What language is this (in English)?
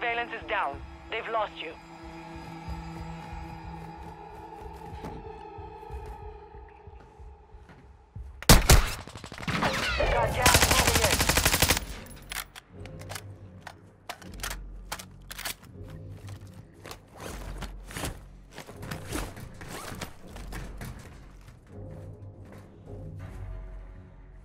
English